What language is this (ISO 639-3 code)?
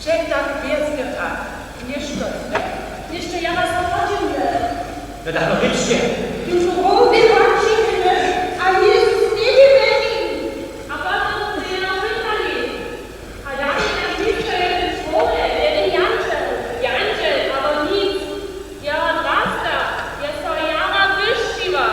hsb